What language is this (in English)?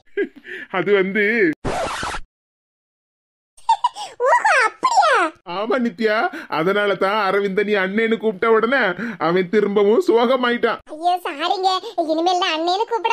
Tamil